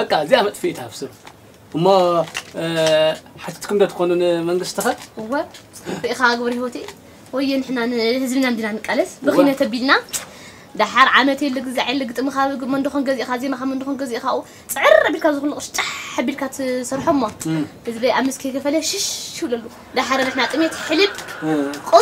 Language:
Tigrinya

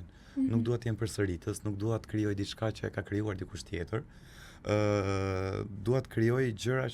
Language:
Albanian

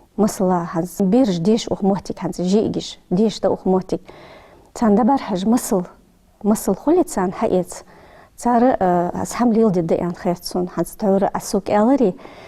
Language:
Ingush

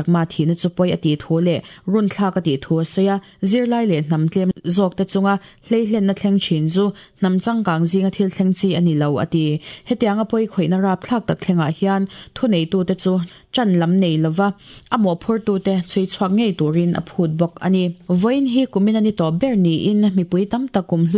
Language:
Mizo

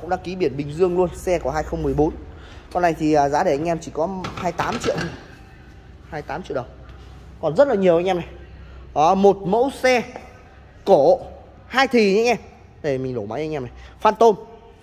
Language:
Vietnamese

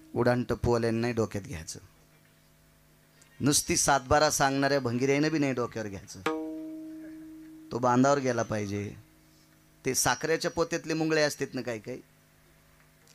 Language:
Marathi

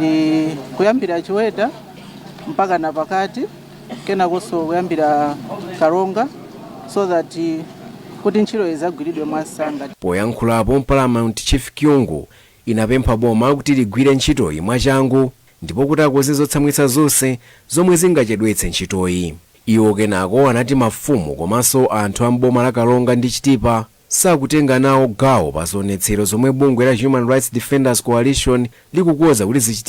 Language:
Nyanja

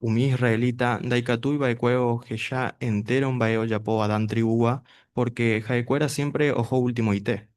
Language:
Guarani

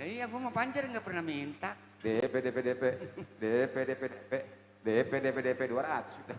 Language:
Betawi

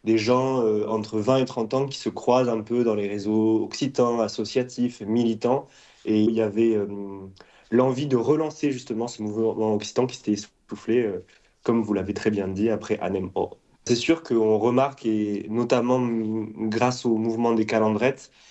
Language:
French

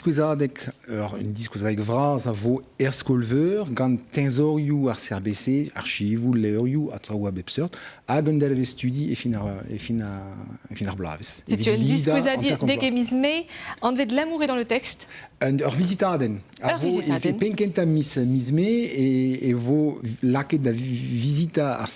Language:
Breton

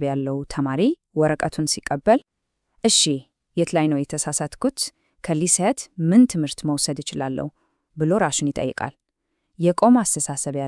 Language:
Amharic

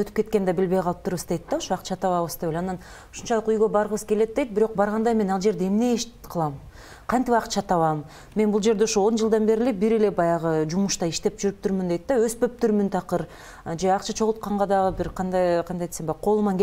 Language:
Kyrgyz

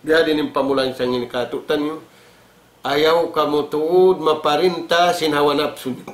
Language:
Tausug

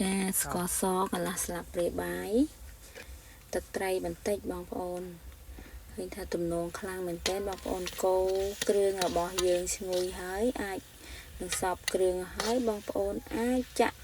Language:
Khmer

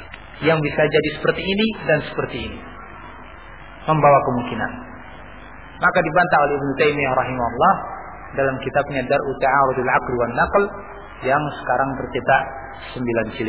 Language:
Indonesian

